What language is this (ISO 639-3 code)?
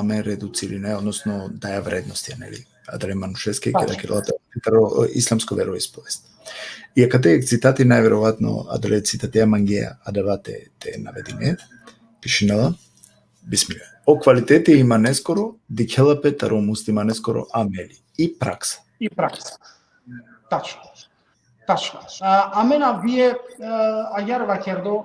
rmn